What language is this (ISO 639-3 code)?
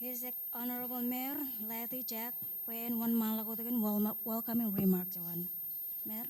mah